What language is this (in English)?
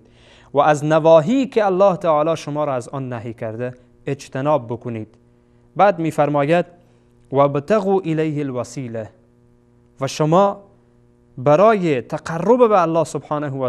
Persian